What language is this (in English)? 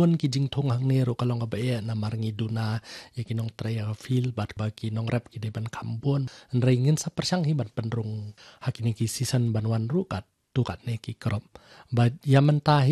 Khasi